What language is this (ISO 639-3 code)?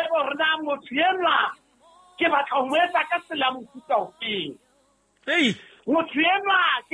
sot